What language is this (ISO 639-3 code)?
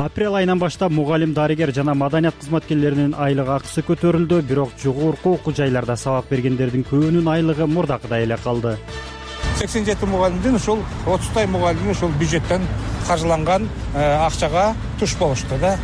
kir